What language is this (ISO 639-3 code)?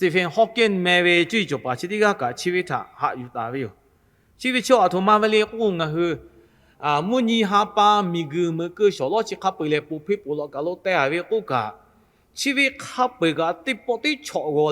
lhu